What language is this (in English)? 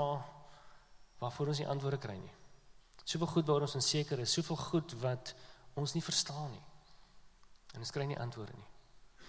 Afrikaans